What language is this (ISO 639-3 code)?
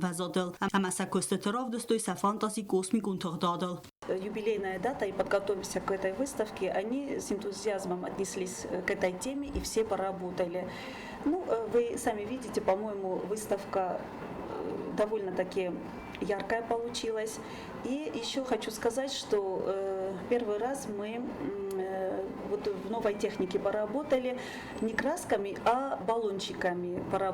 oss